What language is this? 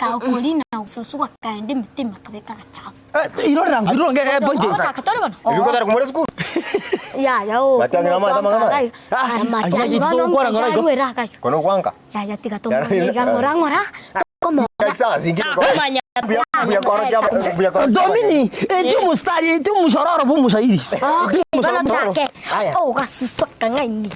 Gusii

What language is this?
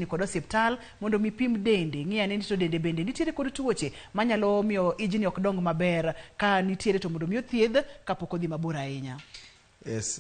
Luo (Kenya and Tanzania)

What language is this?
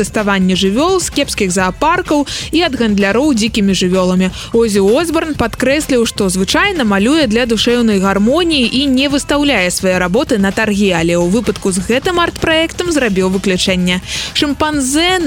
Belarusian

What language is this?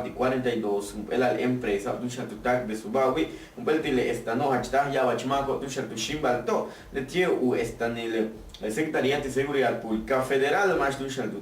Yucateco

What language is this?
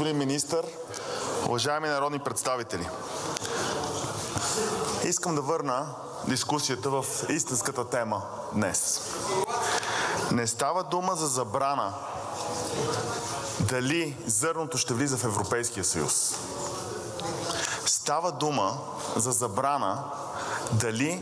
Bulgarian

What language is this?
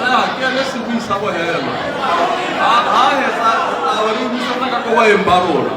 Tswana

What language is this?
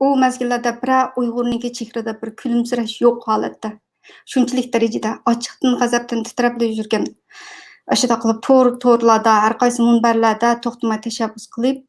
Uyghur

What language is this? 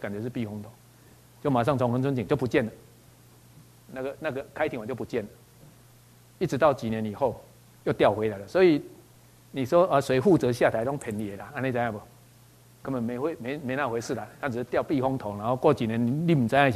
Chinese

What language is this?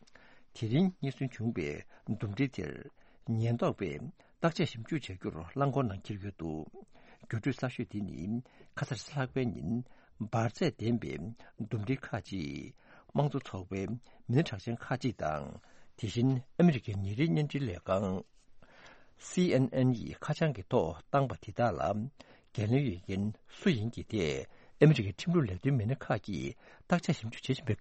Tibetan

